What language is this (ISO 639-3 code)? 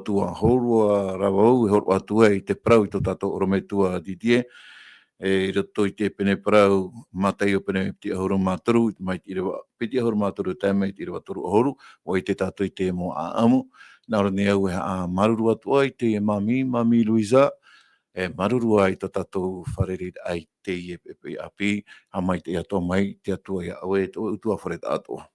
tah